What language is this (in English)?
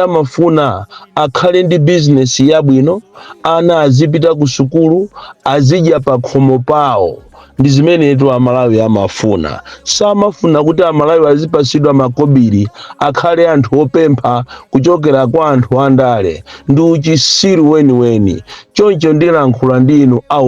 Nyanja